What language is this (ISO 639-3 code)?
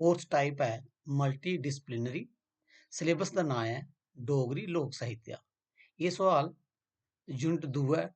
doi